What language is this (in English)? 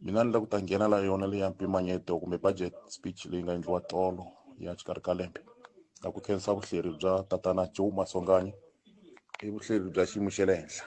Tsonga